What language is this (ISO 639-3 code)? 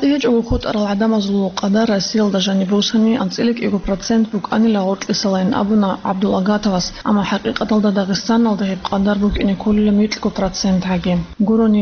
ava